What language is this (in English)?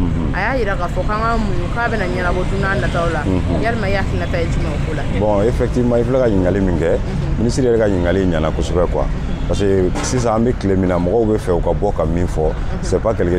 Bambara